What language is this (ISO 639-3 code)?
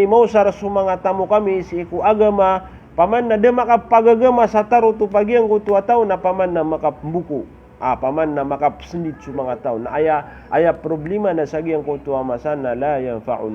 mrw